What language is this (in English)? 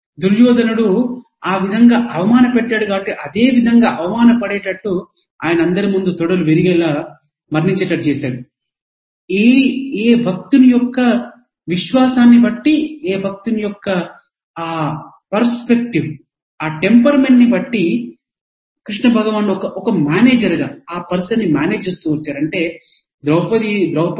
Telugu